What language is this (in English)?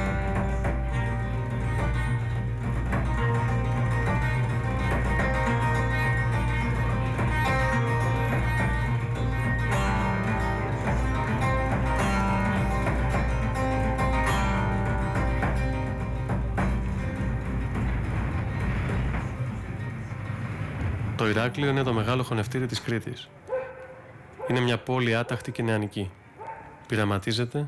Greek